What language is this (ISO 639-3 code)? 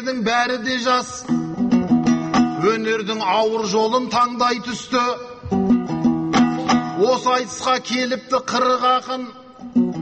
kaz